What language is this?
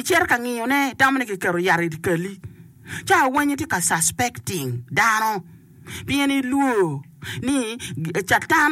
Acoli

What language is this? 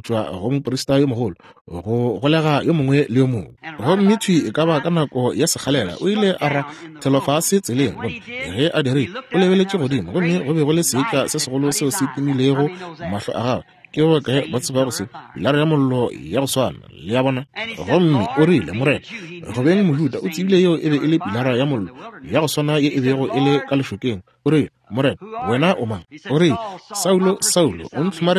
Northern Sotho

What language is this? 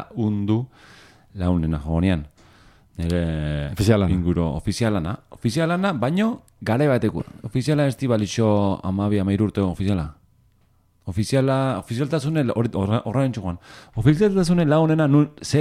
Basque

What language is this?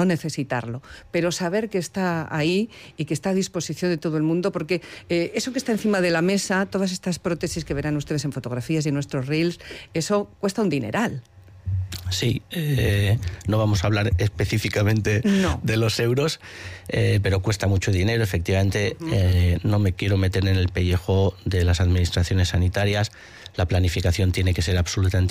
Spanish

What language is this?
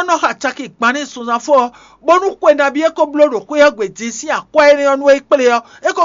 Fon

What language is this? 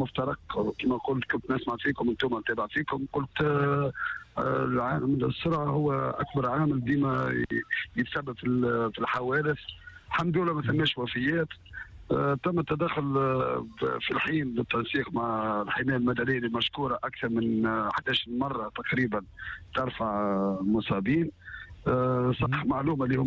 Tunisian Arabic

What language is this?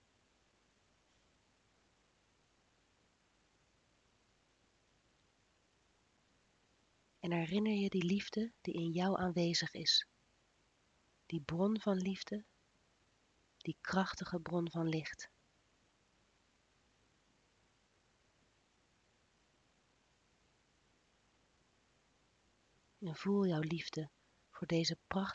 Dutch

